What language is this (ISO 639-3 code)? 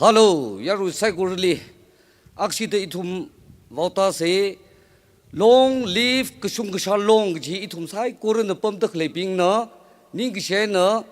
nmf